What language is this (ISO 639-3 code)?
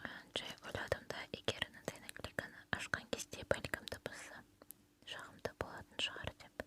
kaz